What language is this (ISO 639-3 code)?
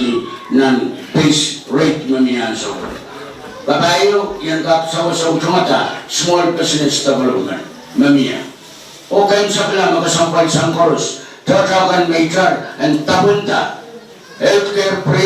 pon